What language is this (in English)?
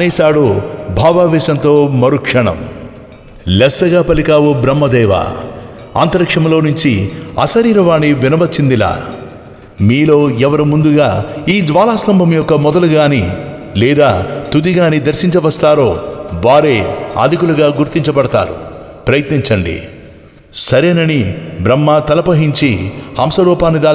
Telugu